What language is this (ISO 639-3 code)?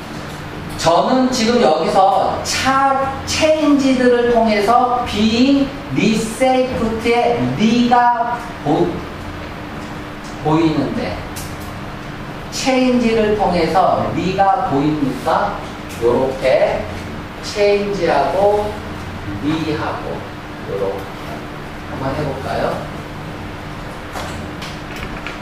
kor